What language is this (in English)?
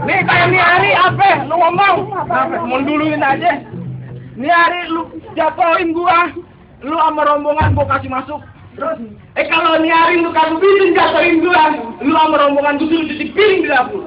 Betawi